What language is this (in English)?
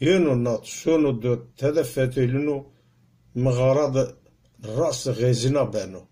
Zaza